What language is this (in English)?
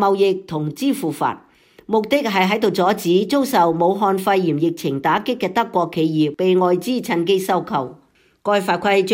Cantonese